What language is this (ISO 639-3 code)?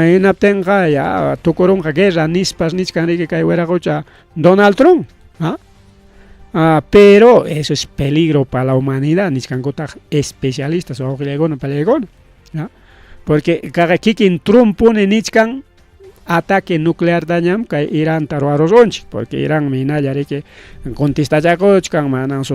quy